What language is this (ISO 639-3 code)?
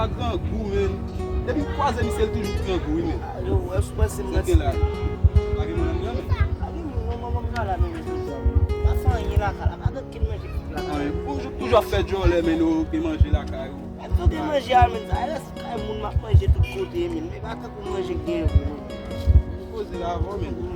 hat